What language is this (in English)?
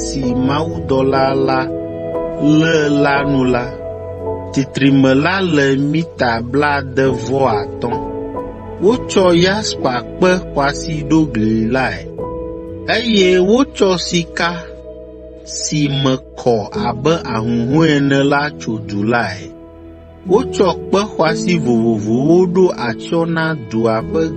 Ewe